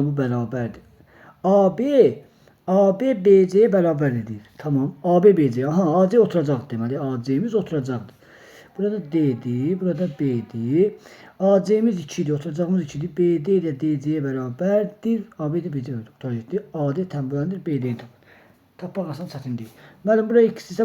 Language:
Azerbaijani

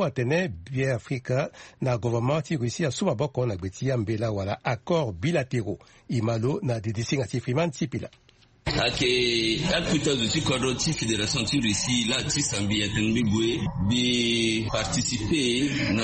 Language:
Sango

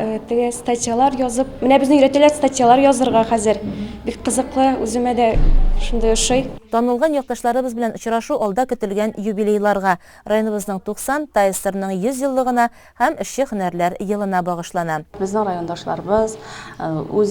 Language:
Tatar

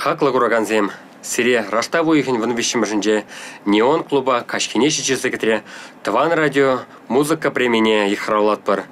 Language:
Chuvash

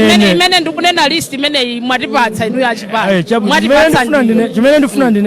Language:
Nyanja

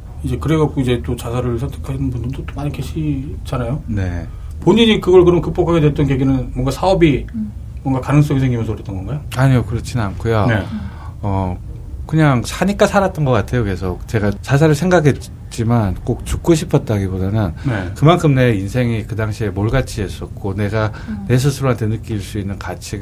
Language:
Korean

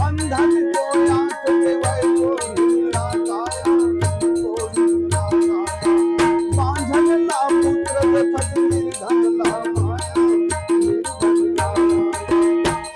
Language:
Chhattisgarhi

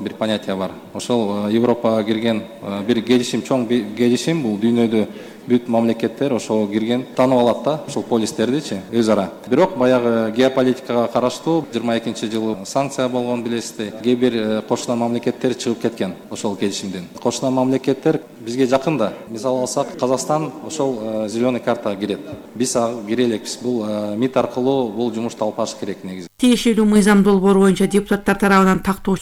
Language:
Kyrgyz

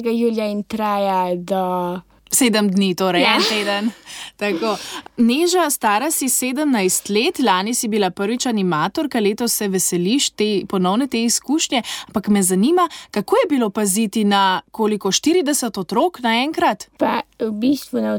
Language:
Slovenian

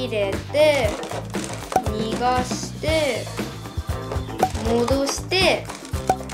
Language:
Japanese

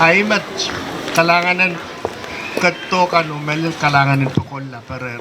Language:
Pohnpeian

